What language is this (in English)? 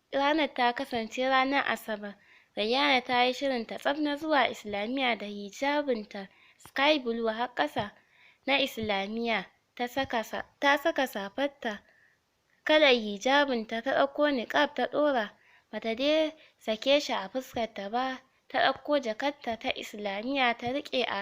Hausa